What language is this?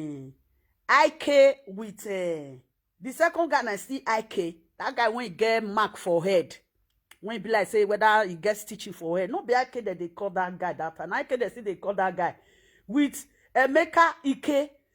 Nigerian Pidgin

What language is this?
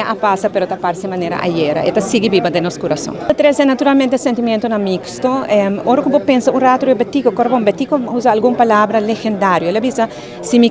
Papiamento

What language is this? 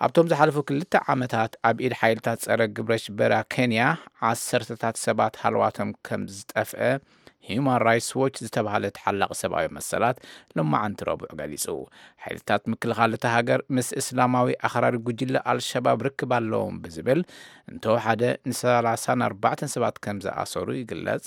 Tigrinya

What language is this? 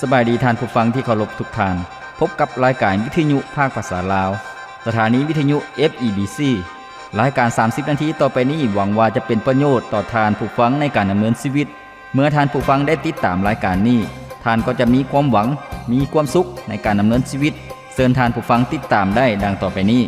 Lao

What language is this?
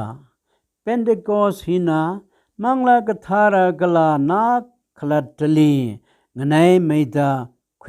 Tangkhul Naga (India)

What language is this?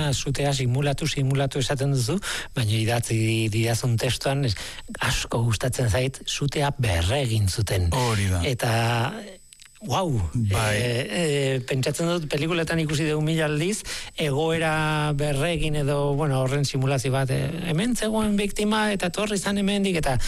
Basque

